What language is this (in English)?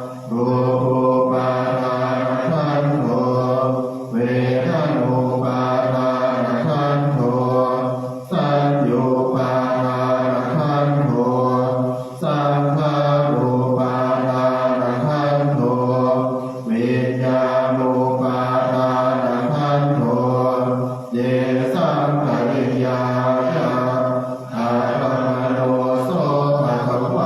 Pali